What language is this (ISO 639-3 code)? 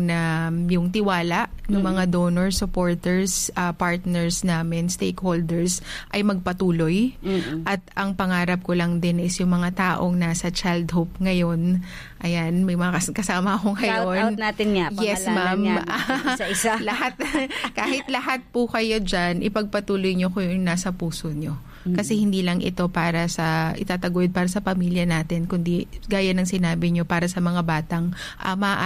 fil